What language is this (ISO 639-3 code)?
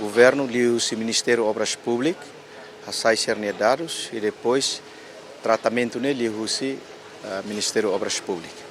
tet